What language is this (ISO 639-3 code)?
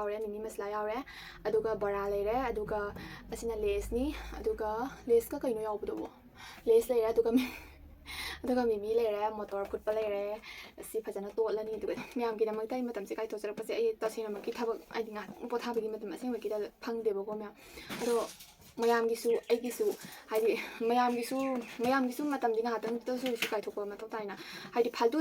mni